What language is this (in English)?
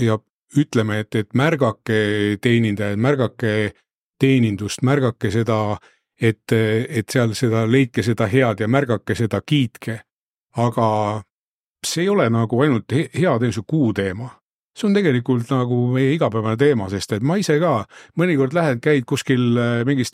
Estonian